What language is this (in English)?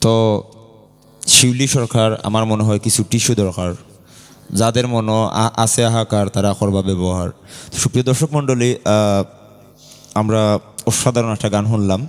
Sylheti